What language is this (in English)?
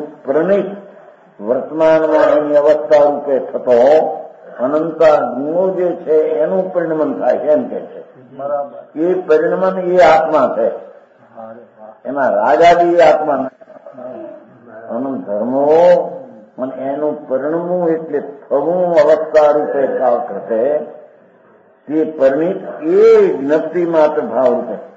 Gujarati